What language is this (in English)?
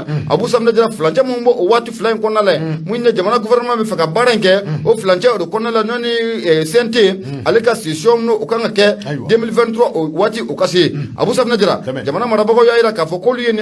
Bambara